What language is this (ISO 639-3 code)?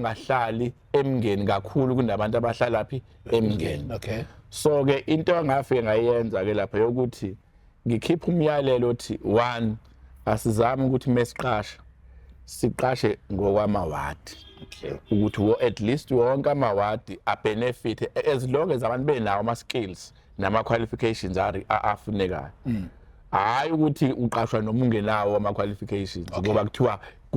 zul